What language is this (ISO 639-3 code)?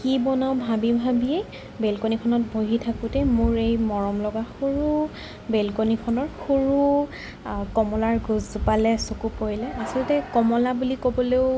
asm